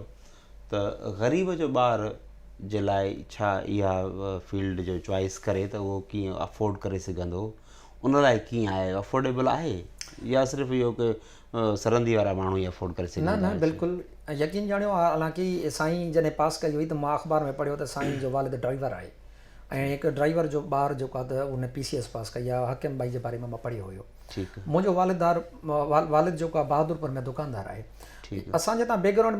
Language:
Sindhi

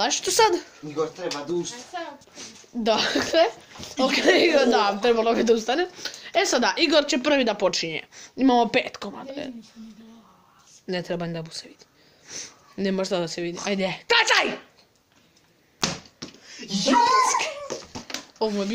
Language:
Bosnian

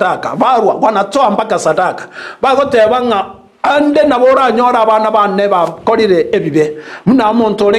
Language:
Gusii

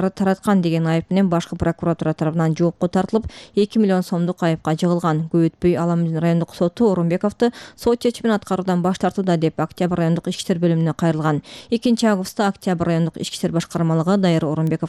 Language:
Kyrgyz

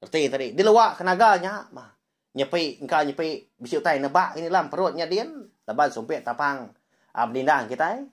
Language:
Iban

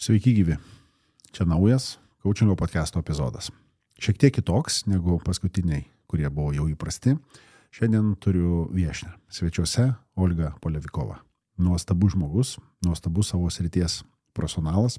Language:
Lithuanian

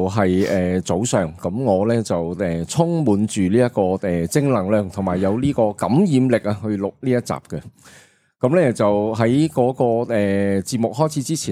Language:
Cantonese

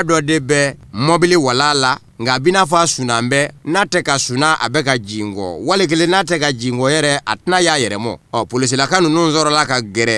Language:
Bambara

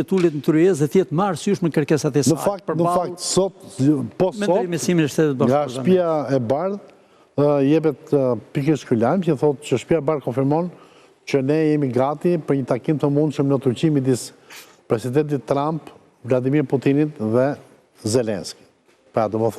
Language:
Albanian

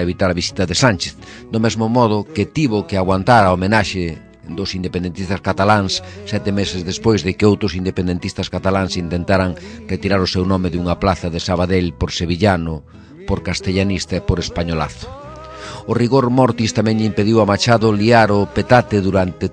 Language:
Galician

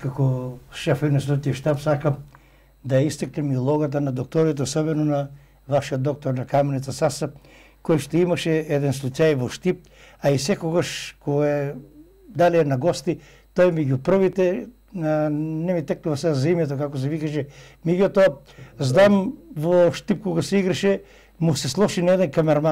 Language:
Macedonian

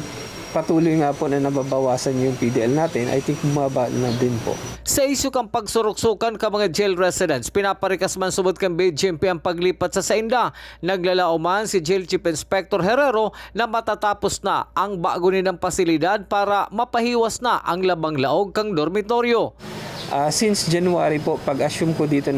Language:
Bikol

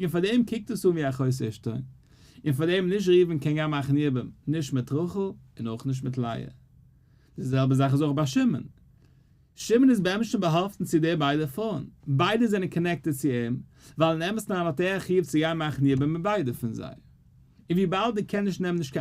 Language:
Yiddish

